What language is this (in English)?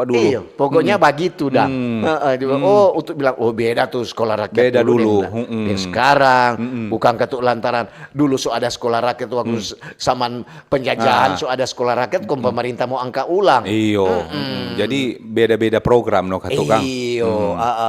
Manado Malay